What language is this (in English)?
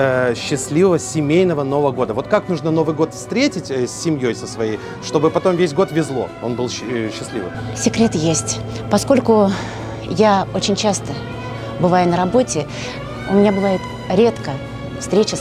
Russian